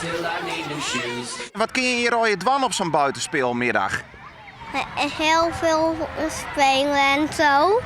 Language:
Western Frisian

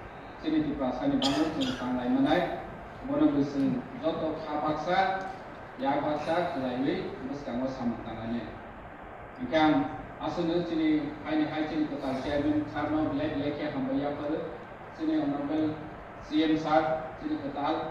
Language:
Kok Borok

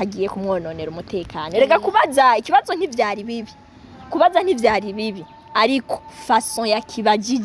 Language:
Rundi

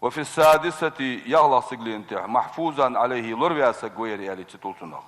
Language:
Ingush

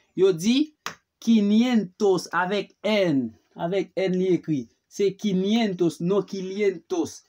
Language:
Haitian Creole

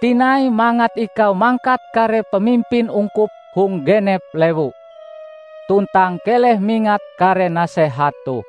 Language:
Ngaju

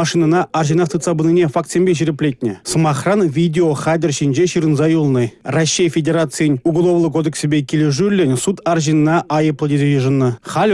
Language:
Chuvash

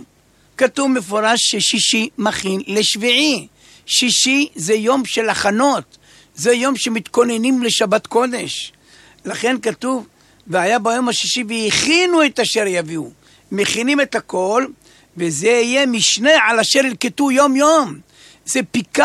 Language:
Hebrew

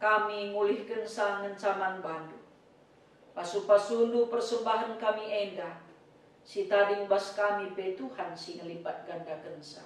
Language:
Batak Karo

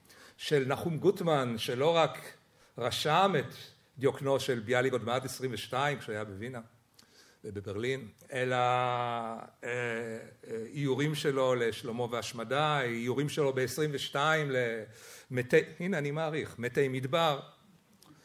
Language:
Hebrew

